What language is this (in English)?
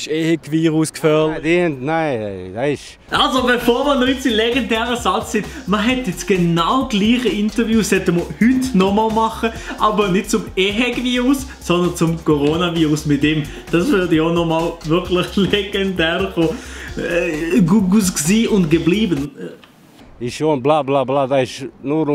Swiss German